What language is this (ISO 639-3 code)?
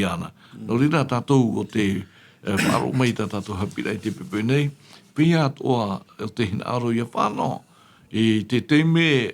tah